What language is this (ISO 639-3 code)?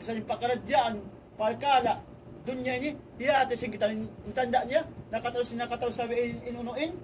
tsg